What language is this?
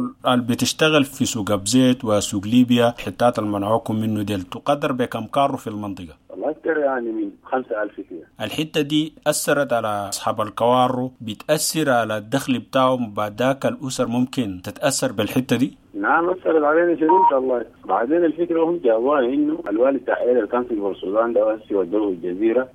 Sudanese Arabic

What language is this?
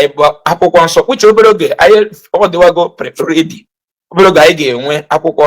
Igbo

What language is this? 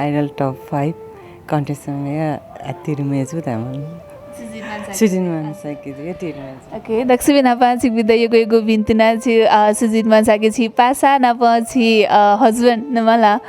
Newari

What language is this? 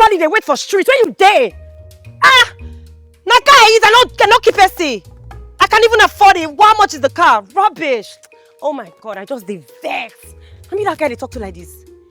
Nigerian Pidgin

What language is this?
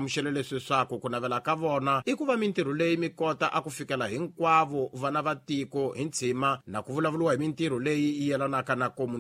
Tsonga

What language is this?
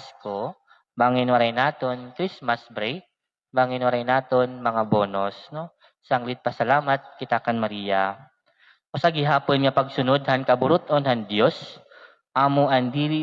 Waray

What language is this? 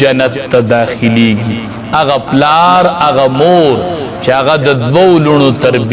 Pashto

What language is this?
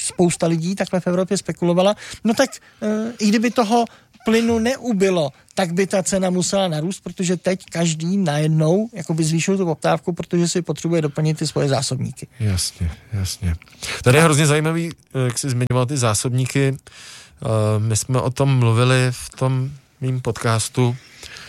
Czech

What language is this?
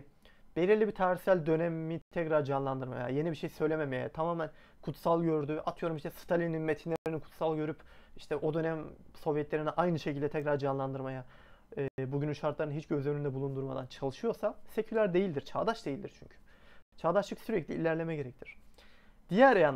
Turkish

